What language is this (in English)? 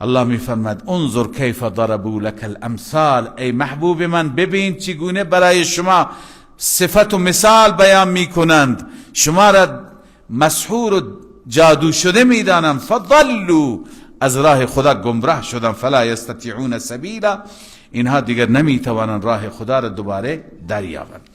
Persian